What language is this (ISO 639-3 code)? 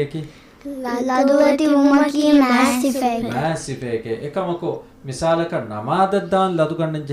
div